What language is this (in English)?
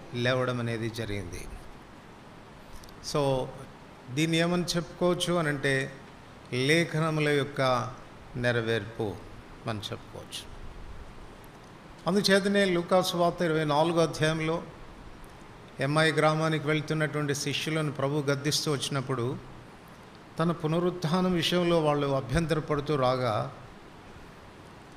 Telugu